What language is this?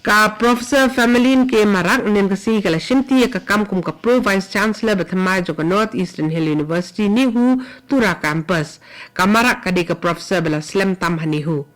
Khasi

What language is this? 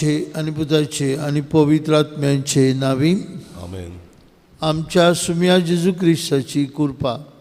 Konkani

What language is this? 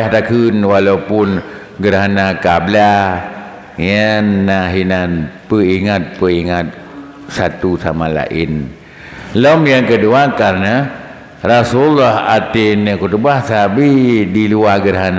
Achinese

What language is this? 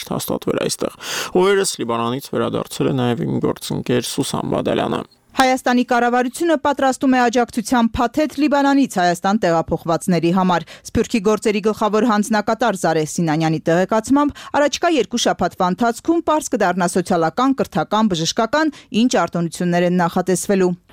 Armenian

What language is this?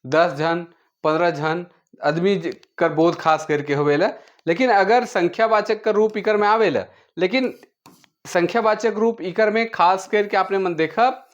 Sadri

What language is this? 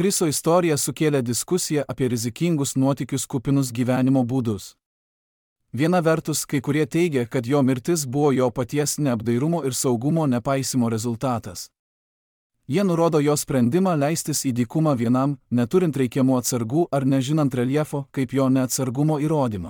Lithuanian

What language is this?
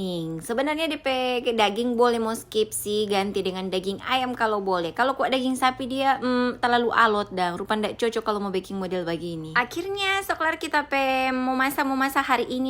Manado Malay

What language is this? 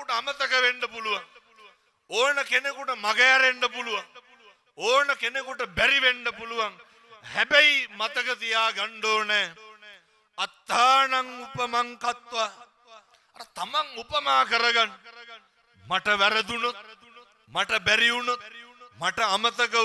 Sinhala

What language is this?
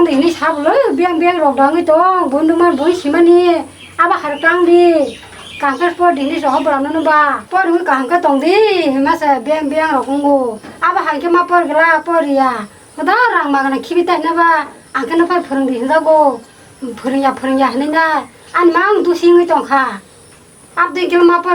Kok Borok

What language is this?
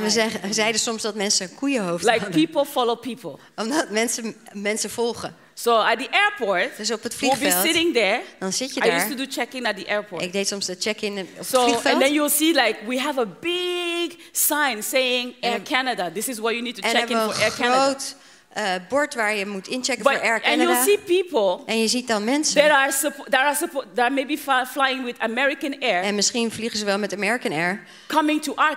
Dutch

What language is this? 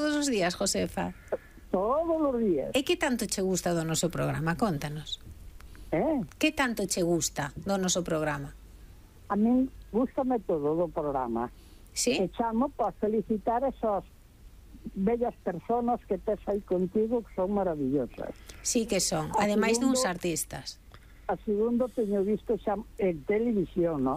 Galician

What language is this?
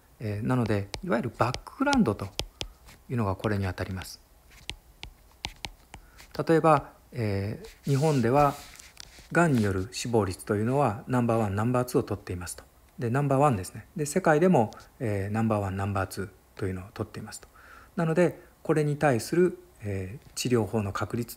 Japanese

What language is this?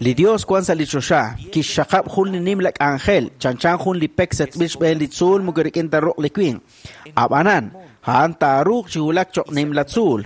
Kekchí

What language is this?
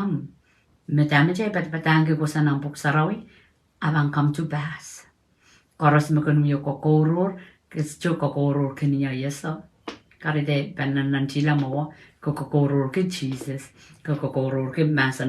Pohnpeian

